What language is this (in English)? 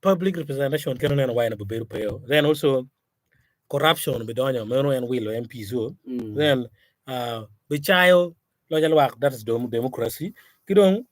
Acoli